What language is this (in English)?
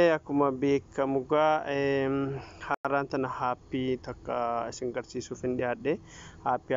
Oromo